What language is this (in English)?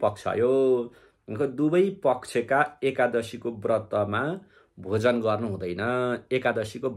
Nepali